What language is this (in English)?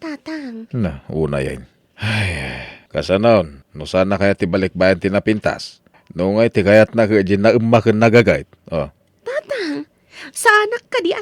Iloko